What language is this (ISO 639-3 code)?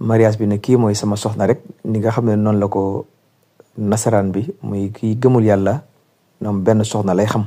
wol